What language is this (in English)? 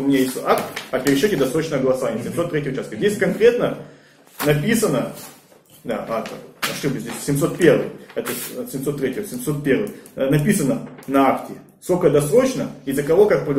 Russian